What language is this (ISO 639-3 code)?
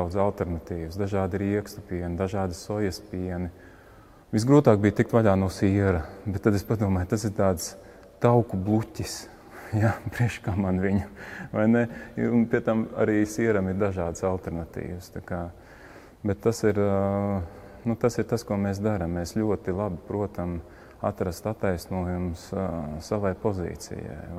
lav